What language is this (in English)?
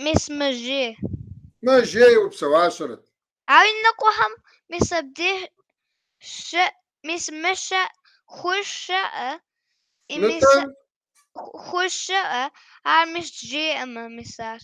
Kabardian